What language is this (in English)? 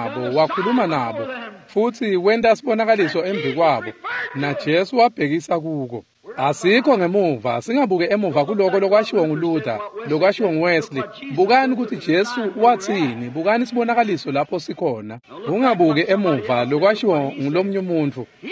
Swati